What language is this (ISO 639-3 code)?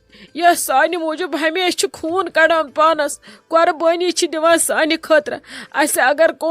kas